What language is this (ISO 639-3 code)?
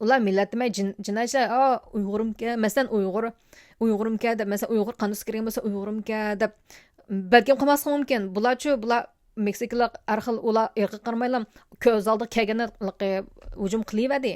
uig